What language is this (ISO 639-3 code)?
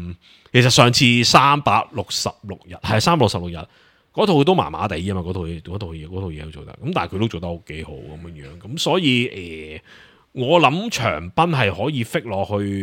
yue